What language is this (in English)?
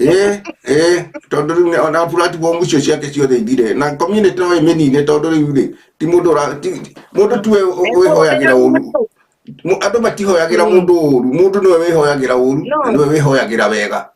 Kikuyu